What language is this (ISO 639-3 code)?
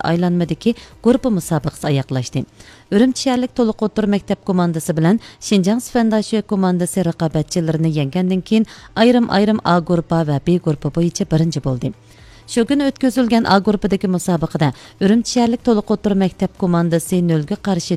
uig